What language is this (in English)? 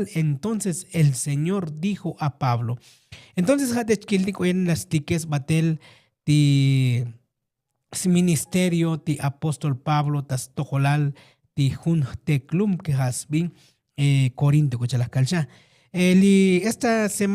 Tzotzil